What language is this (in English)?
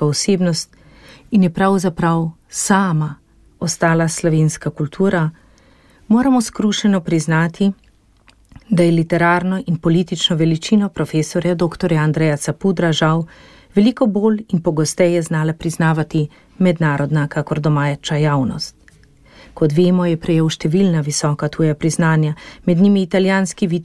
Slovenian